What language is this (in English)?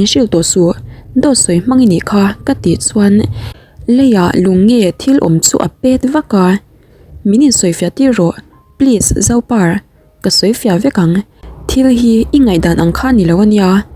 Mizo